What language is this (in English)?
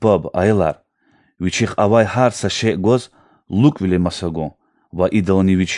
Lezghian